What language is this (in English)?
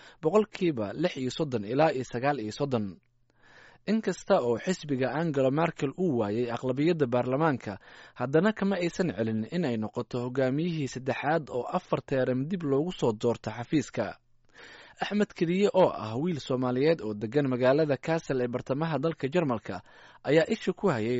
Somali